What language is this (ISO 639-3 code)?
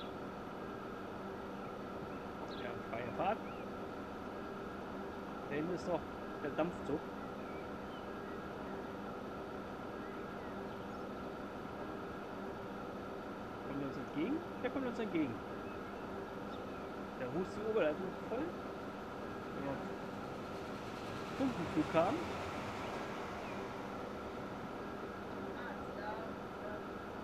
deu